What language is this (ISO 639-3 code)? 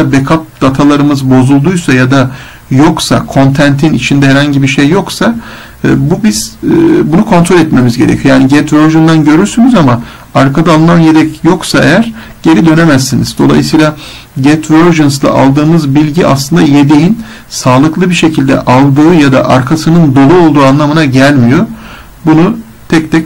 tur